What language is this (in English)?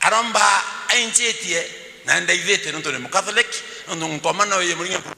Meru